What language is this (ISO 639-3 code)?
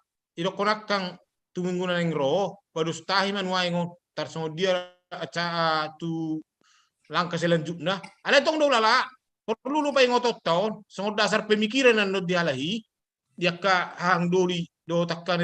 bbc